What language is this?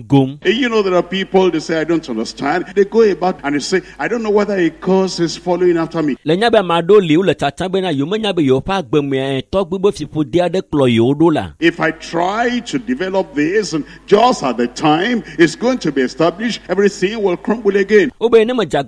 Ewe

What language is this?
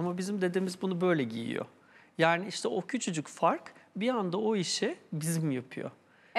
Turkish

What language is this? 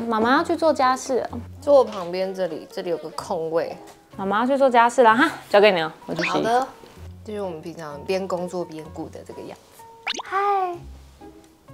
Chinese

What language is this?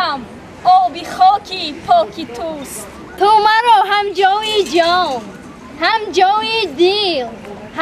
Tajik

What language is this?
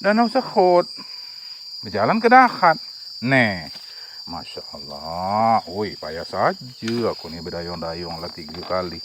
Musi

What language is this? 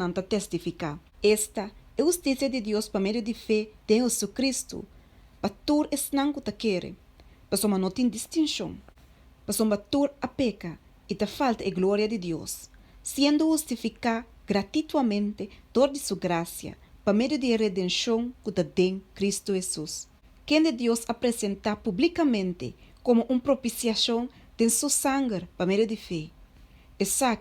Papiamento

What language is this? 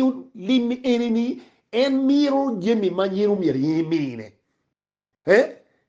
Acoli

